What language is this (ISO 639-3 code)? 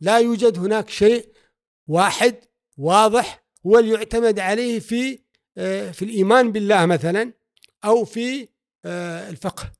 afb